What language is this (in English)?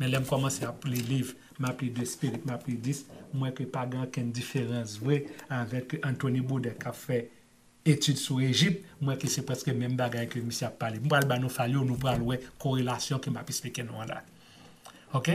Haitian Creole